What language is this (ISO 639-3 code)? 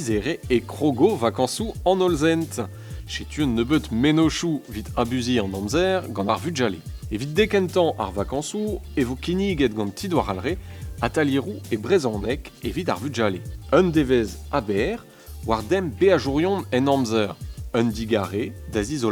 bre